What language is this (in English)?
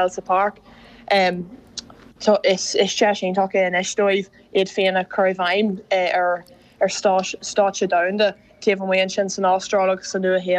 Irish